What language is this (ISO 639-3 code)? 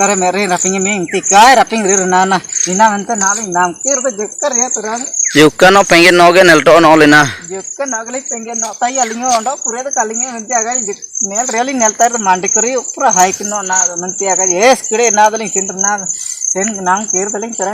hoc